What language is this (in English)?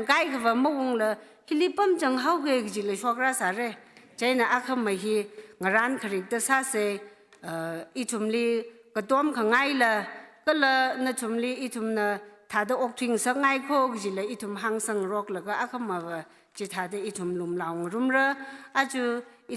Tangkhul Naga (India)